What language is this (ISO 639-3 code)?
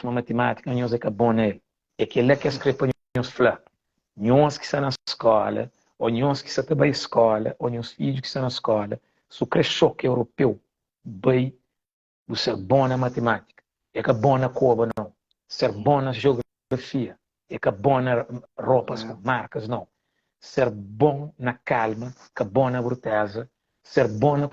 kea